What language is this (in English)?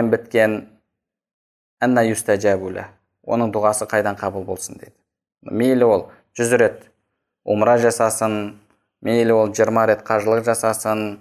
Kazakh